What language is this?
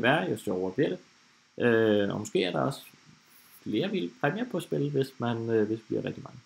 Danish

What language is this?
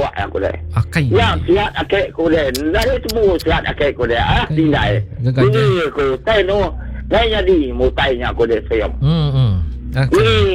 Iban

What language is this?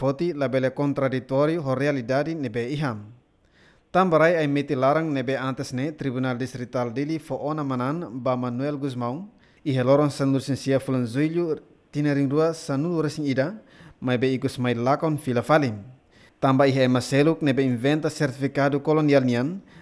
Tetum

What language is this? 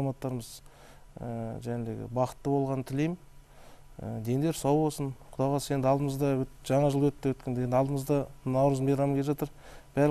Kazakh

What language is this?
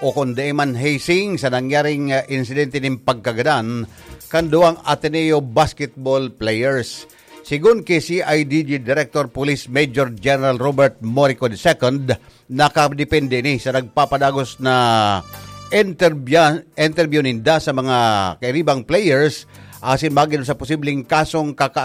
Bikol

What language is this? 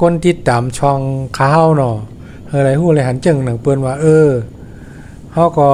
Shan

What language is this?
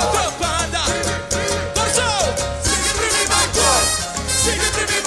Papiamento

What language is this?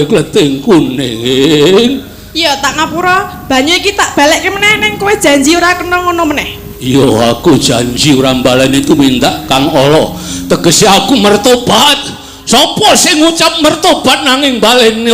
Javanese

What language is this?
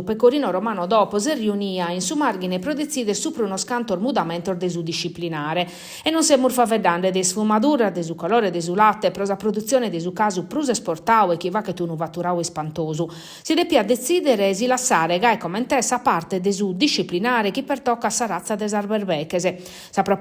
Sardinian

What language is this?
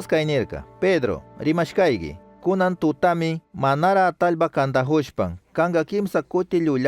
Chimborazo Highland Quichua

